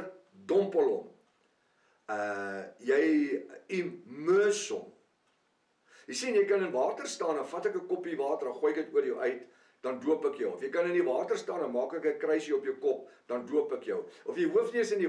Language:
Afrikaans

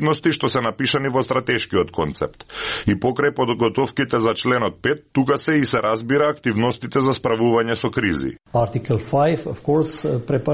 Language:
Macedonian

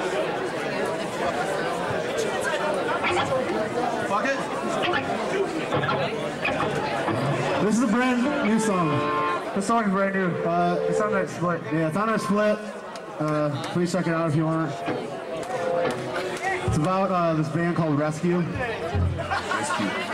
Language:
English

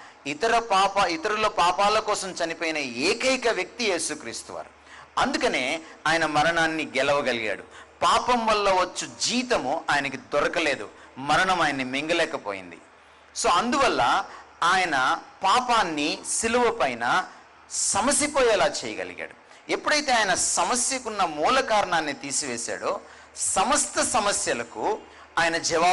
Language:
Telugu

